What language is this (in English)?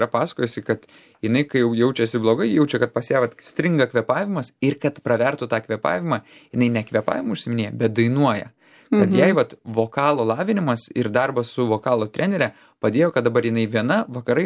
Lithuanian